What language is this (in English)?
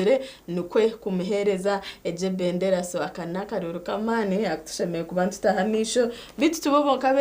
Nyankole